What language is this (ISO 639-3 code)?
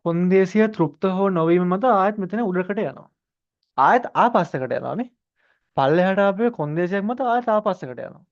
sin